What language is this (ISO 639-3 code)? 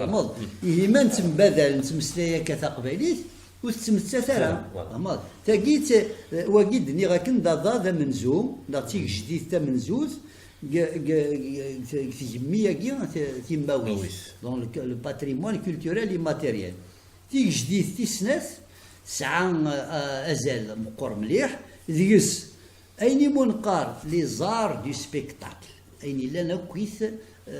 kab